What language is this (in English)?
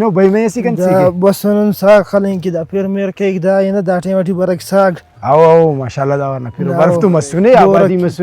Brahui